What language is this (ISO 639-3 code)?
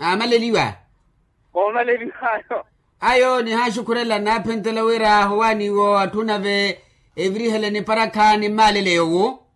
vmw